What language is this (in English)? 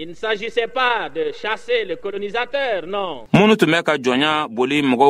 Bambara